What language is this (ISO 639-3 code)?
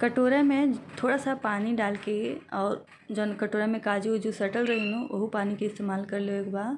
bho